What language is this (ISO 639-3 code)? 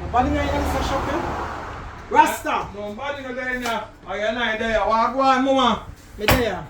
jam